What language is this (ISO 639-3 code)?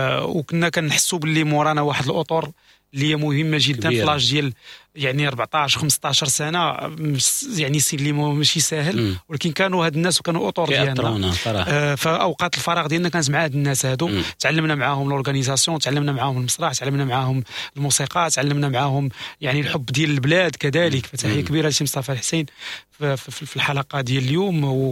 ary